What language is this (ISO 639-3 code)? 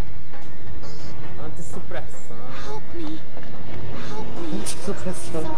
por